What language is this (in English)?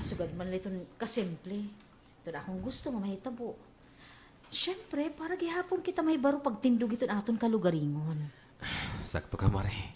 Waray